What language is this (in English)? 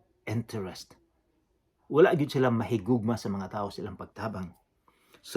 Cebuano